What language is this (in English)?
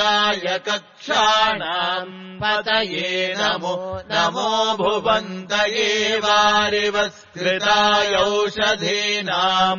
Sanskrit